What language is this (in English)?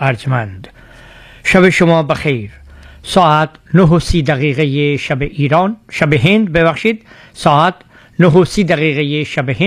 Persian